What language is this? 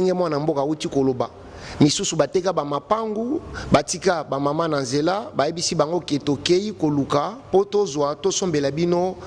Lingala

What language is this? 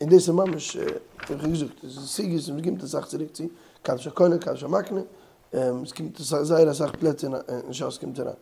Yiddish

